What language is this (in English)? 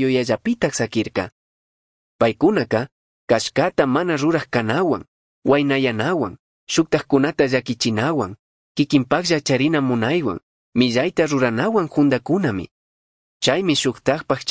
Chimborazo Highland Quichua